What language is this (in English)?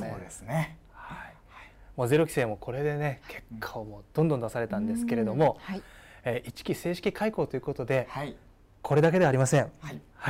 Japanese